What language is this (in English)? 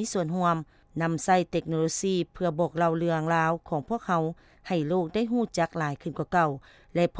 Lao